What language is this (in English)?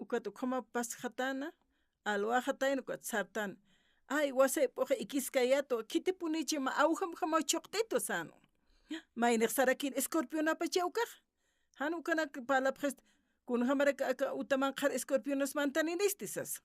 Aymara